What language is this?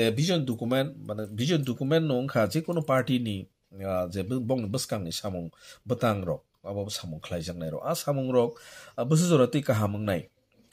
Kok Borok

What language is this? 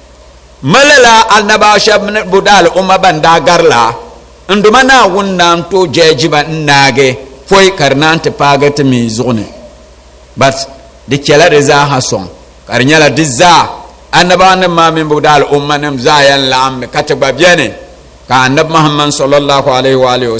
Dagbani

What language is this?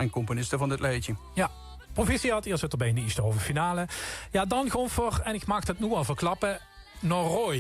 Limburgish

